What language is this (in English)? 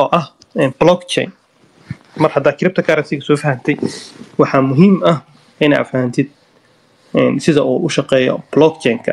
Somali